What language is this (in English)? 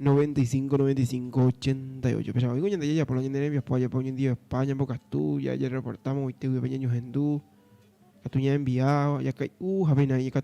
Guarani